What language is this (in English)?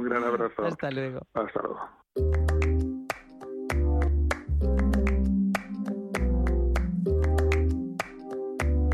Spanish